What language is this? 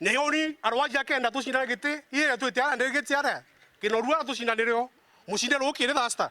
Meru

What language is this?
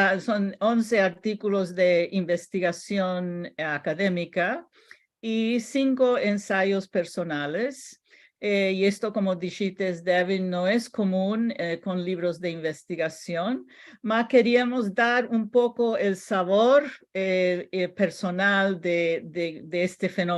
Ladino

